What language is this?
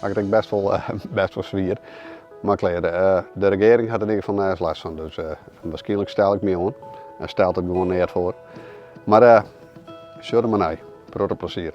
Western Frisian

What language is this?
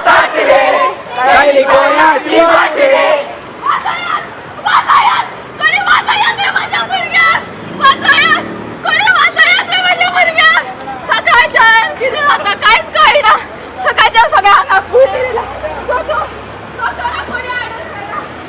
Konkani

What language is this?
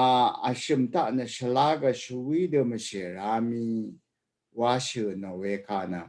Rawang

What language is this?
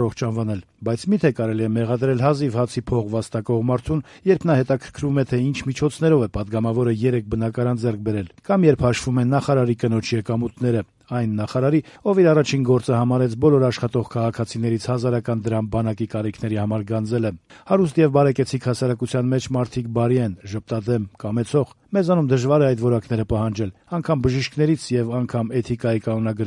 Armenian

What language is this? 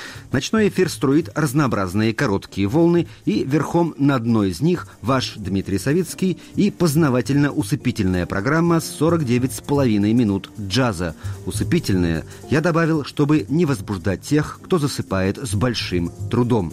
Russian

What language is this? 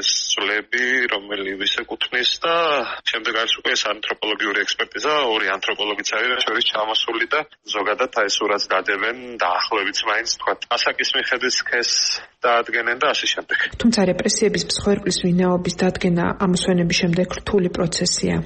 Georgian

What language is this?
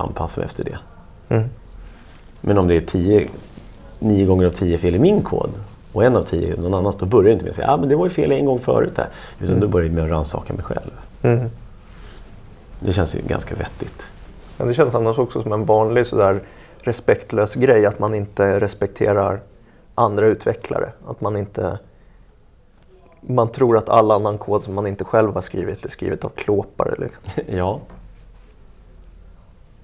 Swedish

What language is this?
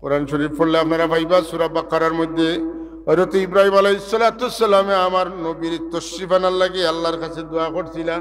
Sylheti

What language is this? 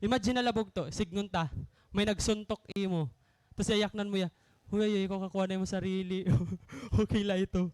Waray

